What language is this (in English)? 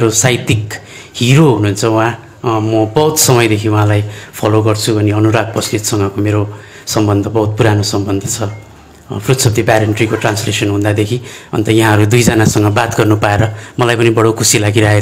Nepali